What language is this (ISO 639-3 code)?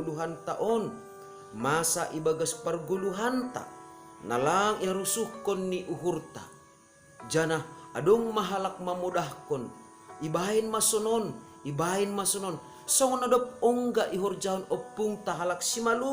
bts